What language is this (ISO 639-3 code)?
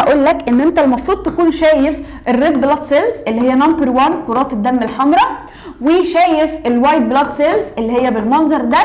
arz